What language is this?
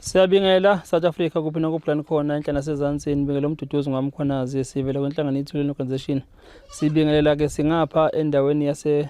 Zulu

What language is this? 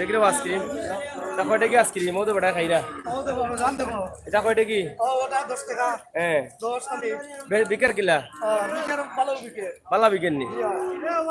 Sylheti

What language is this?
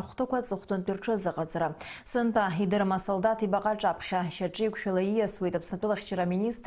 Abkhazian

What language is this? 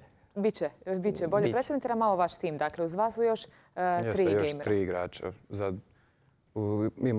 Croatian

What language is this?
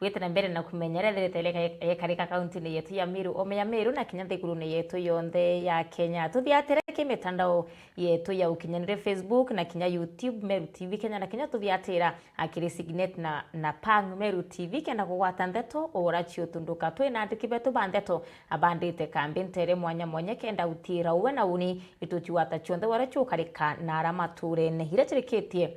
Meru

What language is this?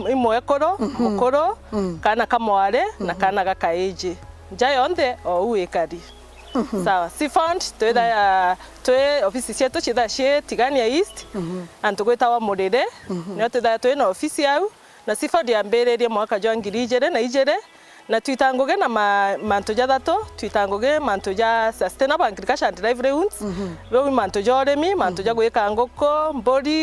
Meru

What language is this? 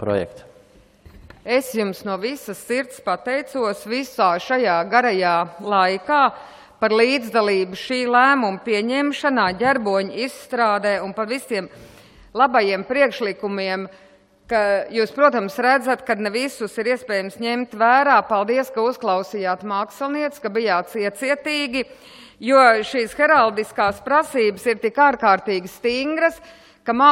Latvian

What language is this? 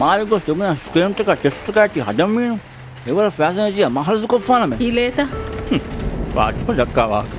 Divehi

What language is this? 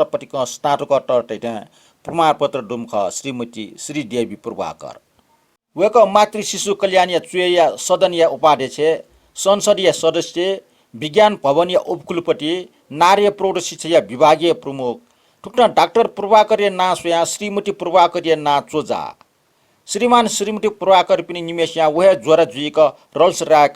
Newari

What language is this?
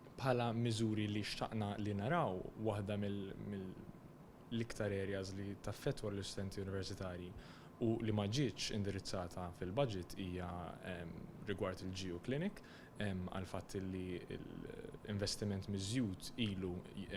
Maltese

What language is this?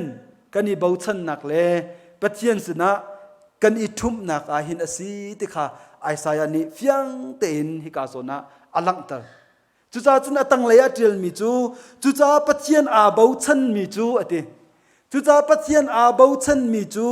Hakha Chin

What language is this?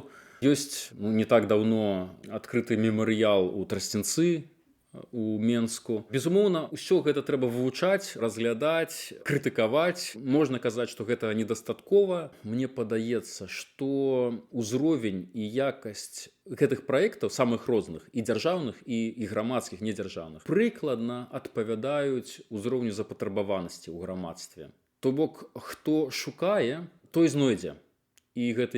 Belarusian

